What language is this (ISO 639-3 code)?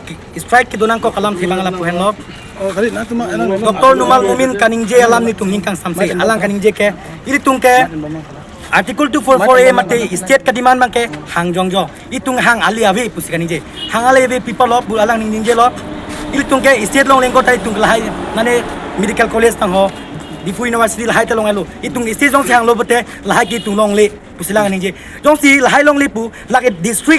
mjw